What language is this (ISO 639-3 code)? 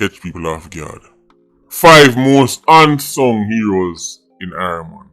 jam